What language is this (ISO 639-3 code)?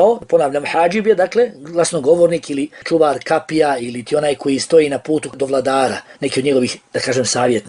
bos